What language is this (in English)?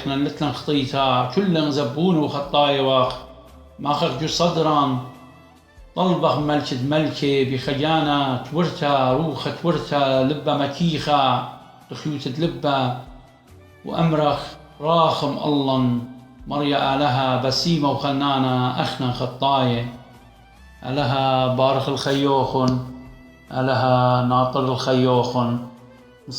Assyrian Neo-Aramaic